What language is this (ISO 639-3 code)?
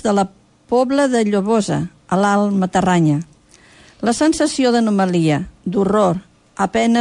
cat